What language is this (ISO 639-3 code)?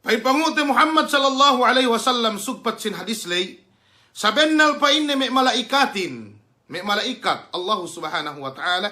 yka